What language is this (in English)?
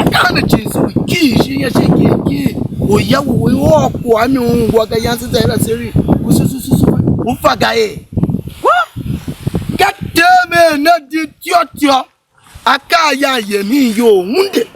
Tiv